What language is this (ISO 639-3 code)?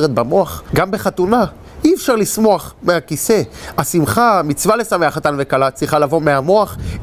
heb